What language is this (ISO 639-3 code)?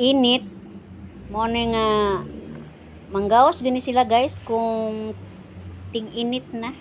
ceb